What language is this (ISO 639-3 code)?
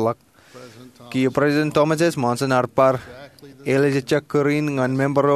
mah